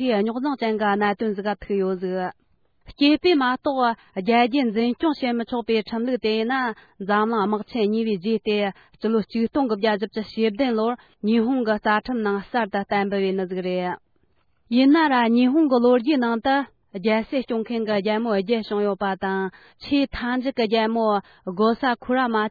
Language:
Tibetan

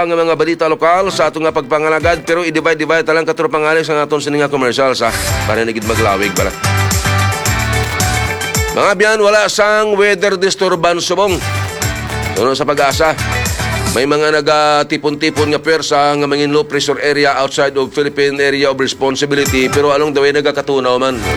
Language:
Hiligaynon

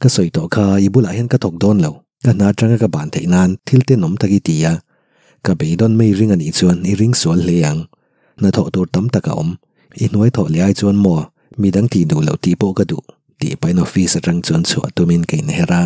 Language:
Mizo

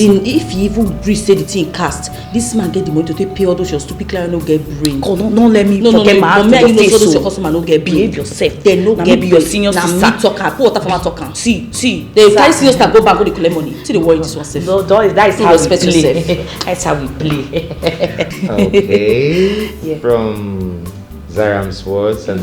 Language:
Nigerian Pidgin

